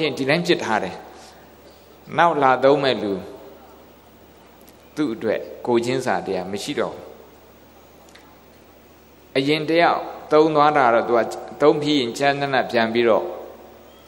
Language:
Burmese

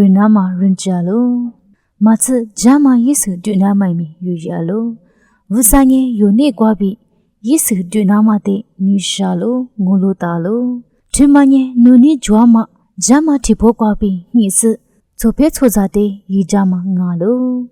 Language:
Lisu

